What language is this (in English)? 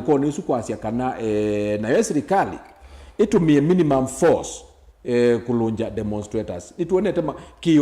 Kamba